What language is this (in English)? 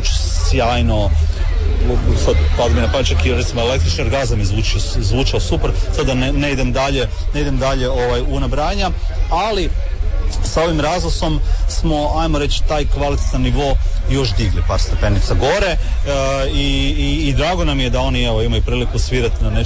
Croatian